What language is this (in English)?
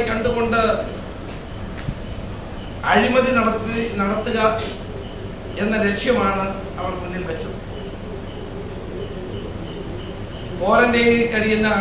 Malayalam